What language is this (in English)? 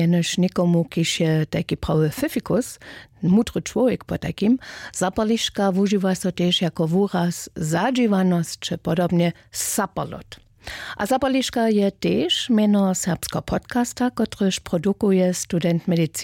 Upper Sorbian